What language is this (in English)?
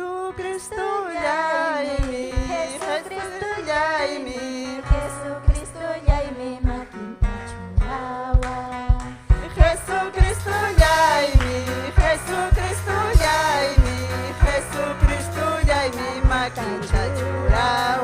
Ayacucho Quechua